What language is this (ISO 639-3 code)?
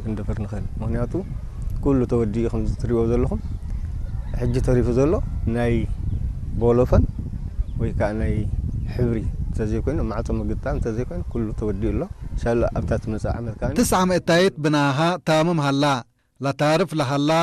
tir